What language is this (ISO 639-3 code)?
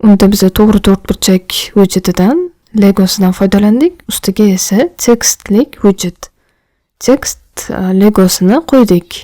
uzb